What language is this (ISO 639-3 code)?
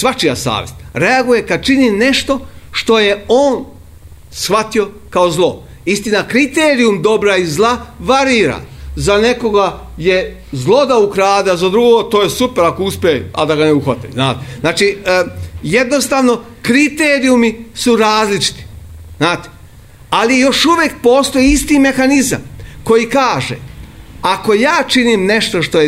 srp